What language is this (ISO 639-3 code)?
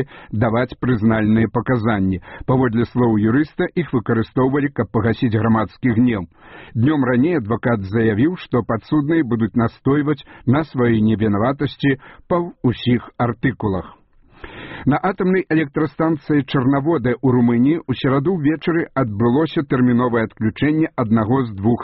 bel